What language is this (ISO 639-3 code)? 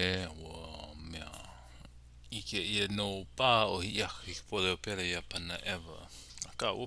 haw